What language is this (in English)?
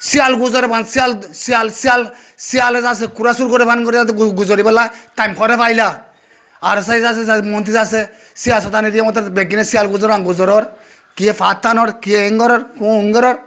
Rohingya